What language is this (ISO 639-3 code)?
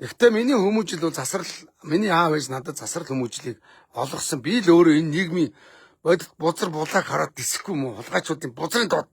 mon